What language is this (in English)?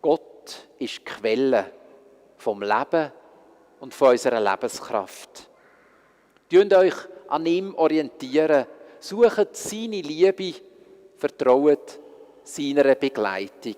Swiss German